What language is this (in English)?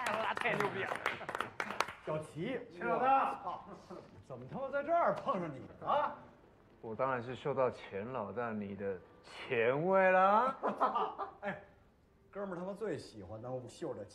Chinese